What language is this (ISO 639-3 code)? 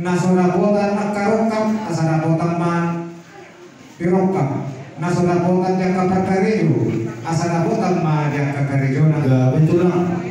bbc